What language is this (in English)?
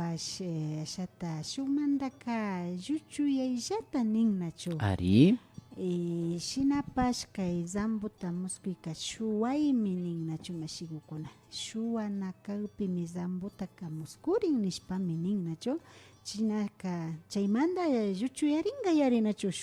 Imbabura Highland Quichua